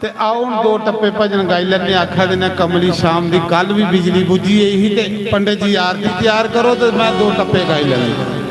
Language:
Dogri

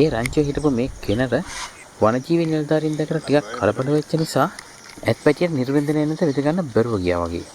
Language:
Sinhala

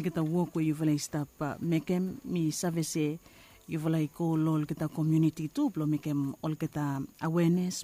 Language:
Bislama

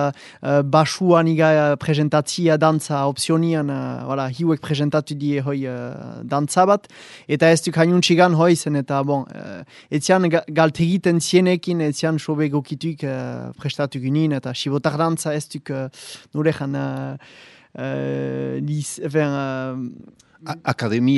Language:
Basque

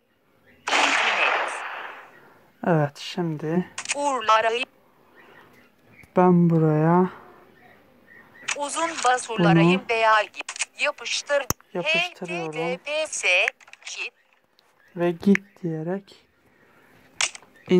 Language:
Turkish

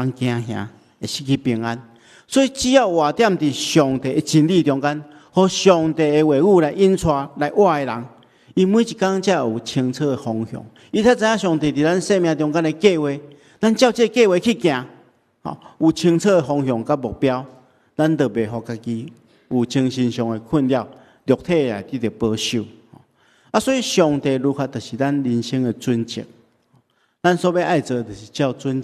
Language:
Min Nan Chinese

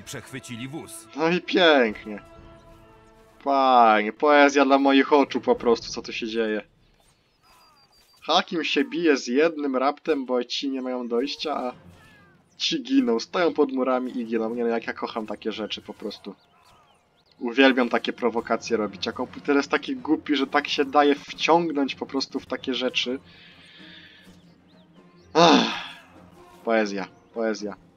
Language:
Polish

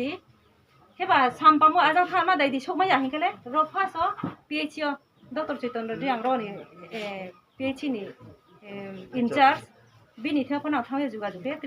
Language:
Riang (India)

